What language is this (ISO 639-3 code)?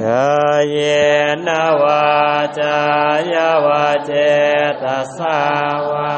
pli